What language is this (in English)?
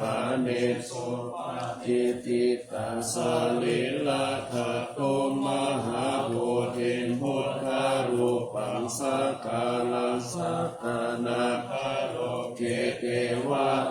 Pali